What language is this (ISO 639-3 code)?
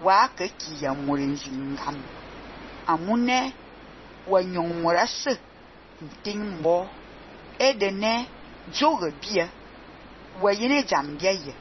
fan